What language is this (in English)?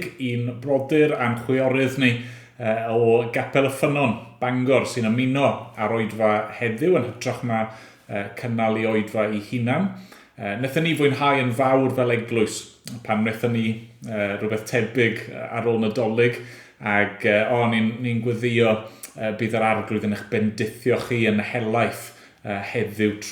Welsh